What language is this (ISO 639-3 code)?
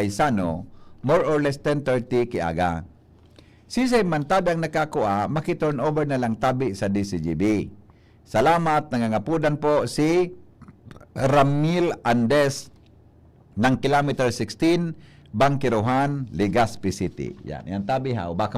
bik